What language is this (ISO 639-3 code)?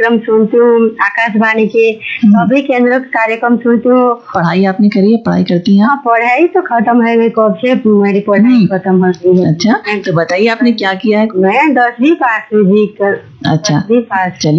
hin